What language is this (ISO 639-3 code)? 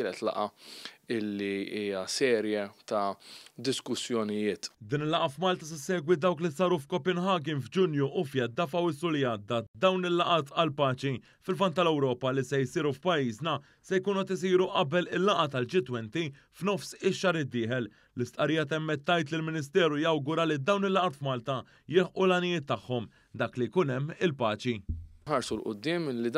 mlt